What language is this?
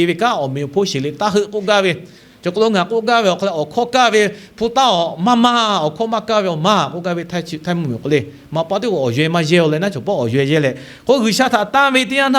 Lahu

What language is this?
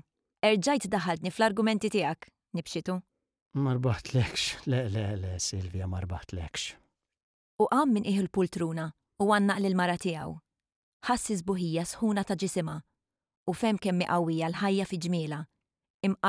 Maltese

